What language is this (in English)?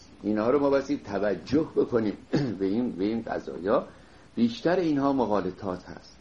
Persian